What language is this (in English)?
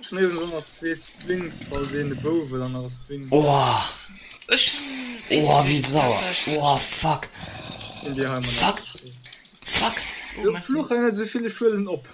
Luxembourgish